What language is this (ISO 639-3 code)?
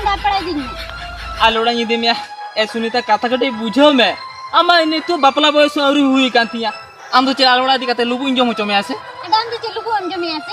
sat